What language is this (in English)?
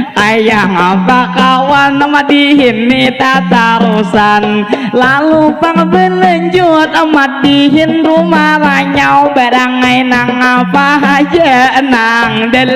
Banjar